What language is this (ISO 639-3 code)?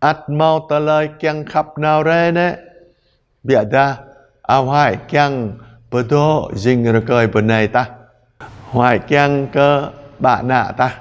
jra